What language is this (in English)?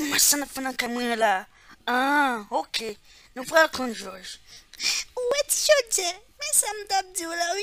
Haitian Creole